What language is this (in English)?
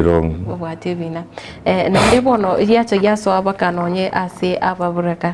Gusii